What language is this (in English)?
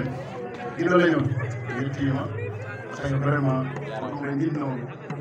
Fula